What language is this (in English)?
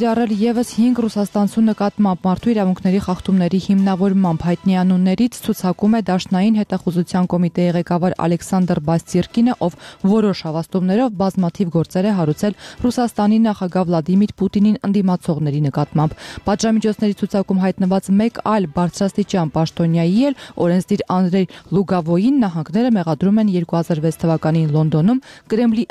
Armenian